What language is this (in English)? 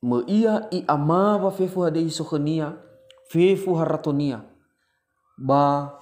Nias